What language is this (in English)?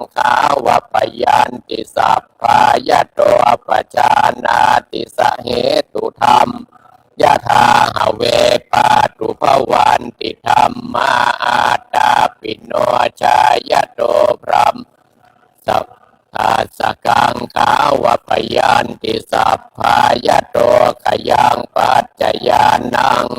Pali